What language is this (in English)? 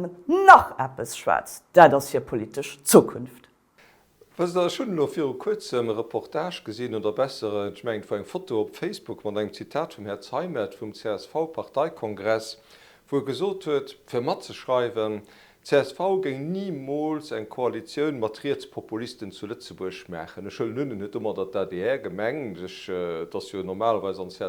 Luxembourgish